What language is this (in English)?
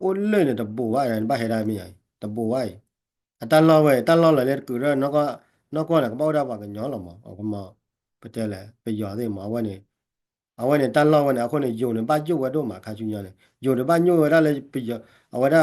S'gaw Karen